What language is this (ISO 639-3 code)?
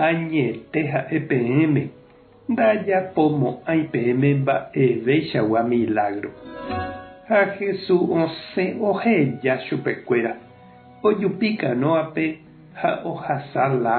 grn